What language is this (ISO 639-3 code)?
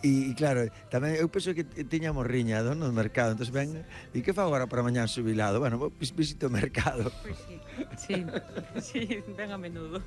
glg